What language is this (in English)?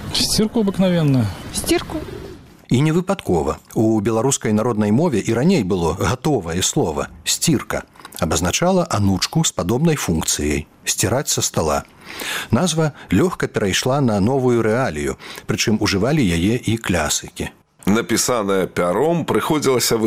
Belarusian